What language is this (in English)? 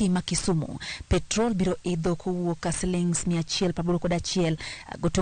Luo (Kenya and Tanzania)